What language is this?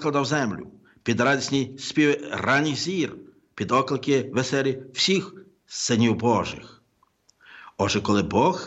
Ukrainian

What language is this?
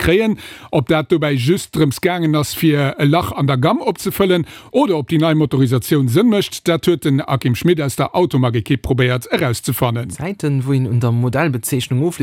Luxembourgish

